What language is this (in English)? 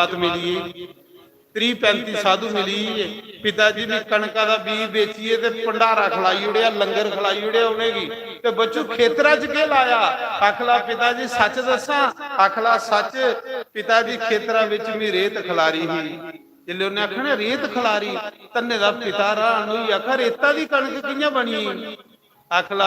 Dogri